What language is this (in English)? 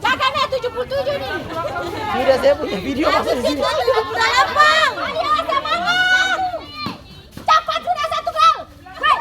Ambonese Malay